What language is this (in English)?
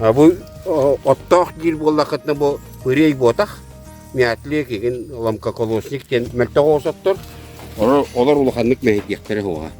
Yakut